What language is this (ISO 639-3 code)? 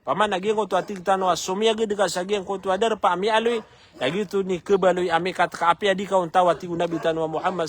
mrw